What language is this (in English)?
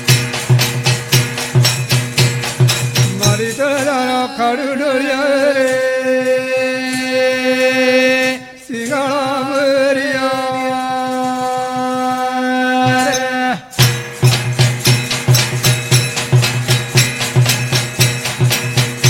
Lambadi